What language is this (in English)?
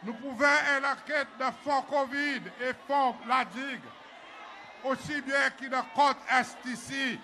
Seselwa Creole French